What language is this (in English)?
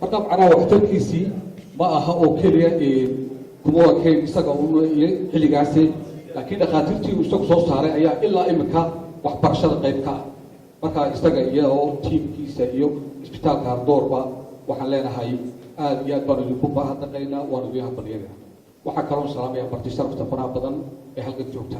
Somali